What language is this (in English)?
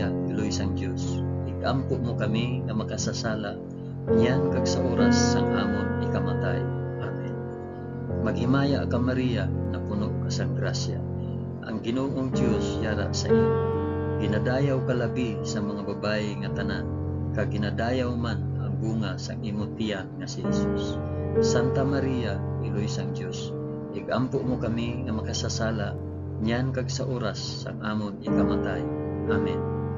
Hiligaynon